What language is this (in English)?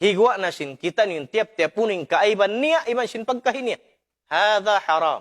Tausug